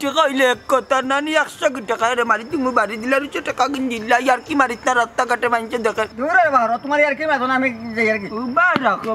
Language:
Sylheti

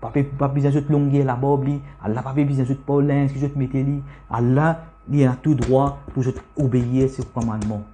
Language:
Morisyen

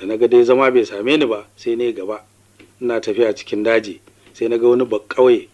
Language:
Hausa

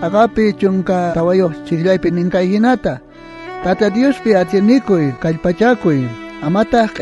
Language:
South Bolivian Quechua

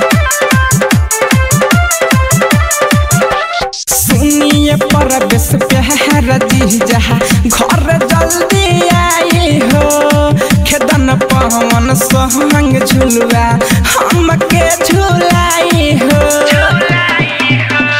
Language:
Bhojpuri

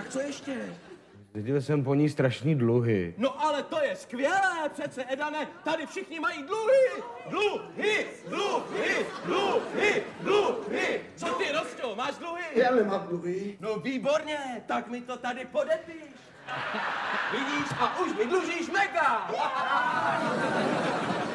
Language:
Czech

